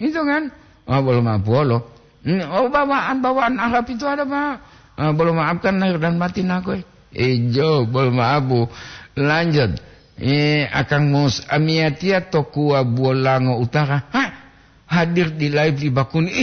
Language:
Gorontalo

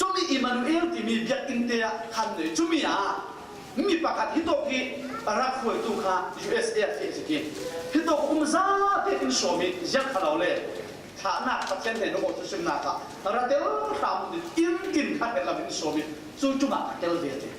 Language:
Falam Chin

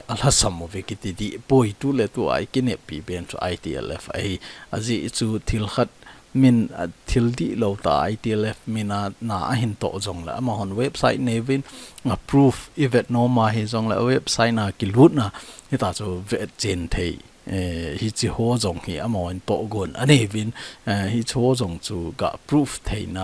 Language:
Thado Chin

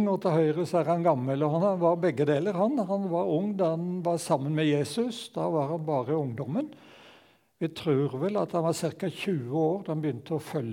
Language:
Norwegian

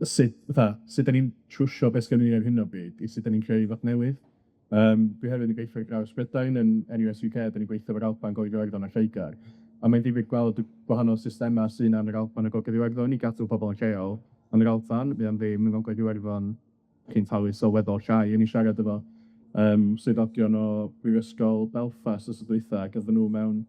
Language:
Welsh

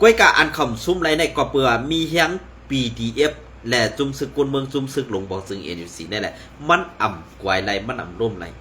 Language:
Shan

